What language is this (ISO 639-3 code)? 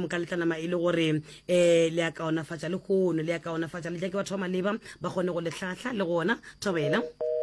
nso